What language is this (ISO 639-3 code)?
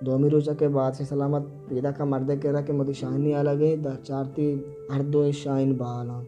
bal